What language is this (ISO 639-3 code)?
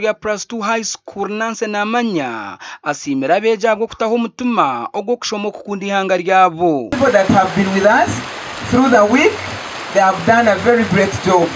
nyn